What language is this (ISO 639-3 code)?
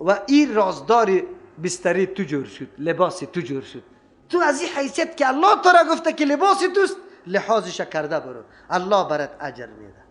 fas